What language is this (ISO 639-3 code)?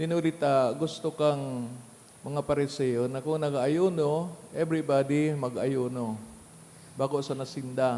bik